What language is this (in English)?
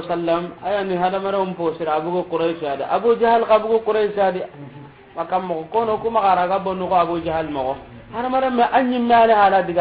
Soninke